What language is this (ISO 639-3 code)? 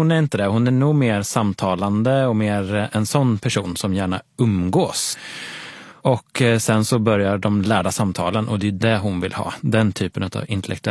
swe